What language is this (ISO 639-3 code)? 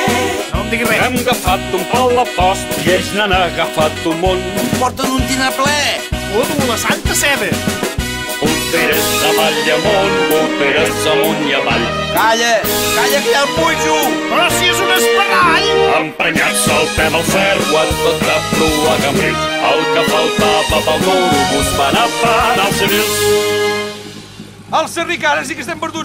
cat